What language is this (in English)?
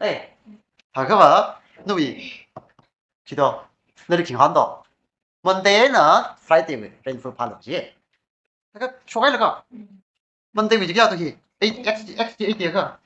Tangkhul Naga (India)